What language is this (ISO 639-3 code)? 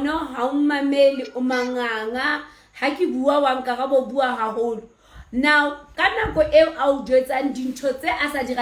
sot